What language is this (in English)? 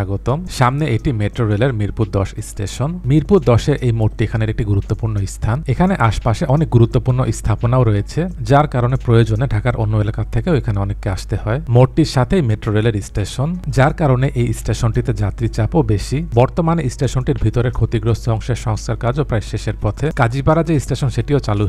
Bangla